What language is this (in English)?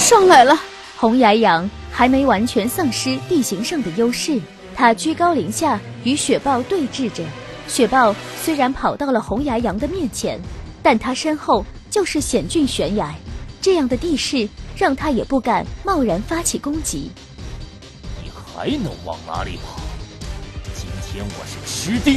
Chinese